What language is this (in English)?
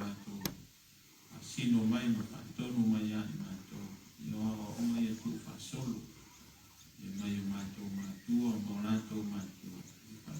Samoan